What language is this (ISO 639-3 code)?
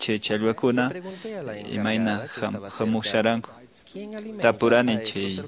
que